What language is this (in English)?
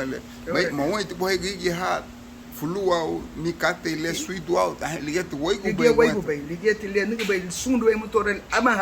Garifuna